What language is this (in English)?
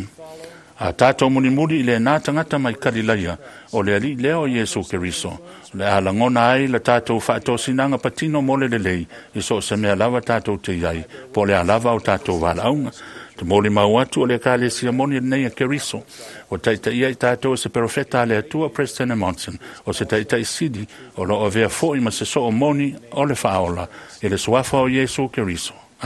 Samoan